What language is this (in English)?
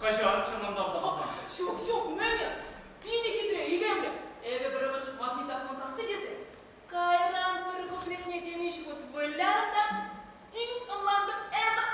Chuvash